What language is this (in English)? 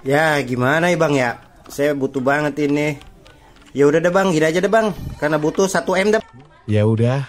Betawi